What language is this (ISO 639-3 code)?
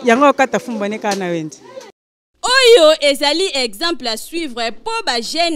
lin